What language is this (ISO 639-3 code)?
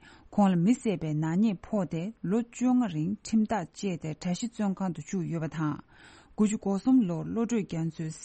bod